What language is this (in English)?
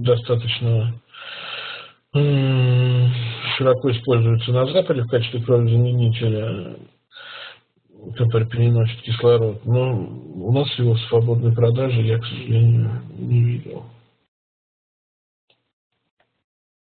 Russian